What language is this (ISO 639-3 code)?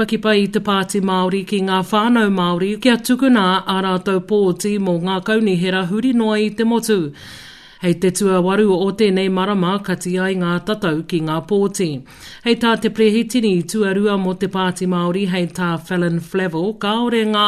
mri